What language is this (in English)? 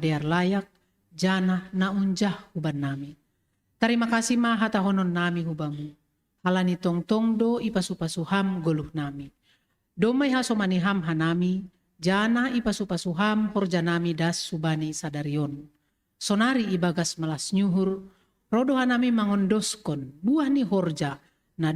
Batak Simalungun